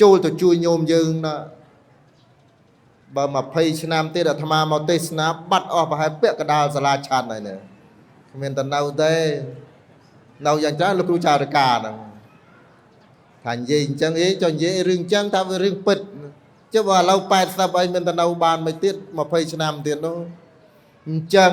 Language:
Khmer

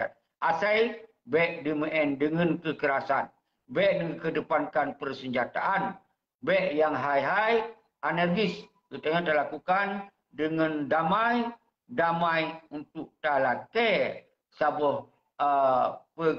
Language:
Achinese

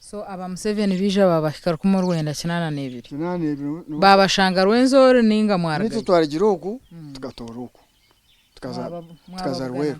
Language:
Nyankole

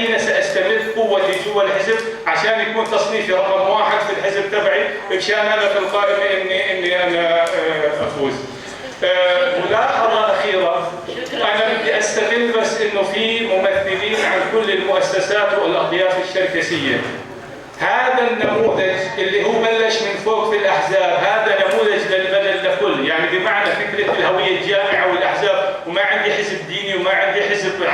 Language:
North Levantine Arabic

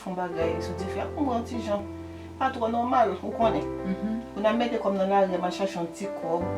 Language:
Haitian Creole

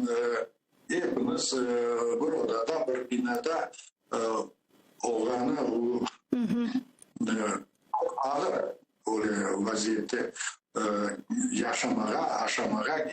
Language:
Crimean Tatar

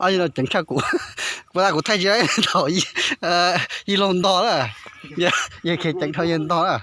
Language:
Hmong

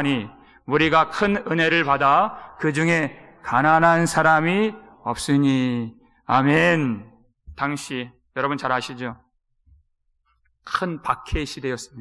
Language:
Korean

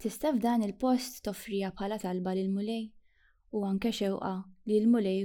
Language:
Maltese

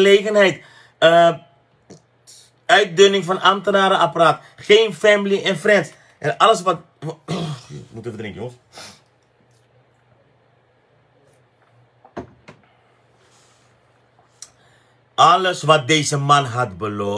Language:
Dutch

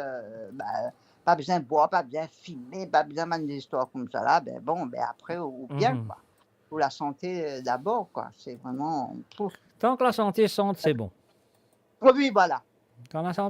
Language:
Morisyen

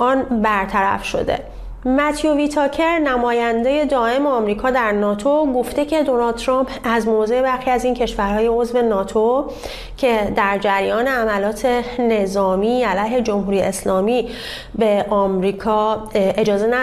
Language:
Persian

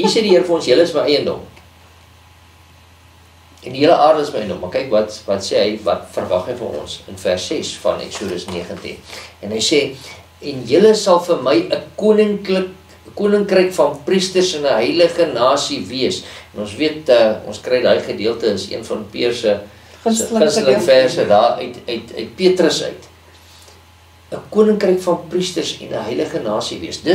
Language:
Afrikaans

